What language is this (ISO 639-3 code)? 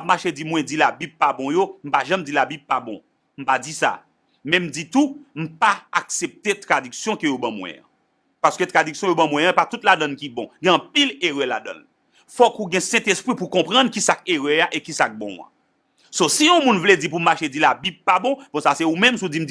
hat